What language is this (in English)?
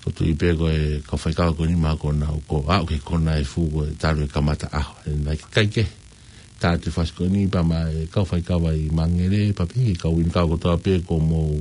Tongan